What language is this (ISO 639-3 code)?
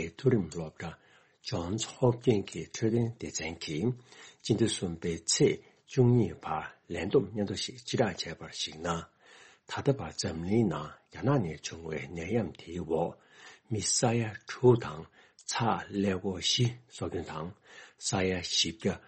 bod